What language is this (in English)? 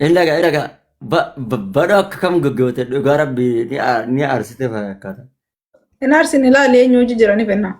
Oromo